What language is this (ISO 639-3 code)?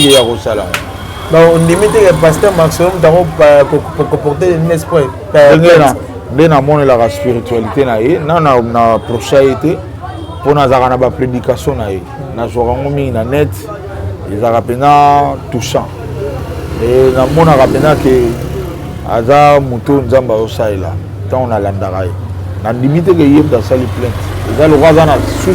lin